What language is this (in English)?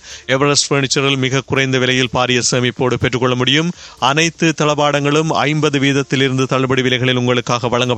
Tamil